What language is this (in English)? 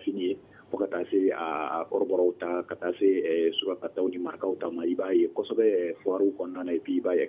Bambara